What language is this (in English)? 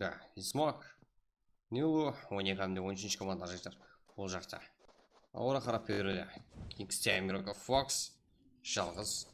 Kara-Kalpak